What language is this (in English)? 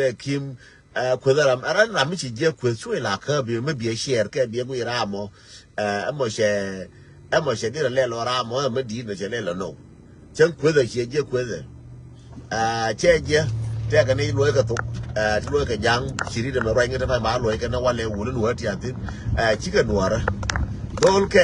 Nuer